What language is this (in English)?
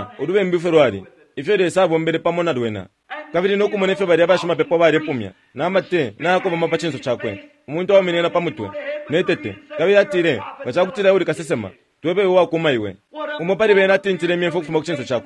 Bemba